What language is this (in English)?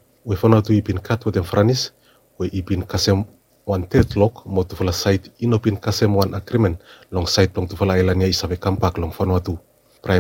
Bislama